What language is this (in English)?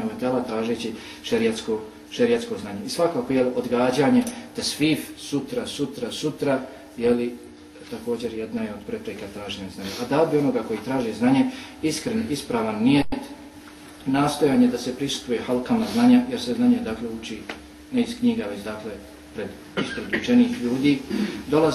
Bosnian